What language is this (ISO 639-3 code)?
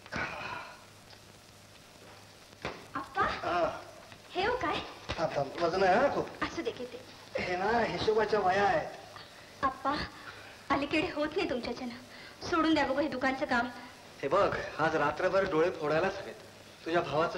mar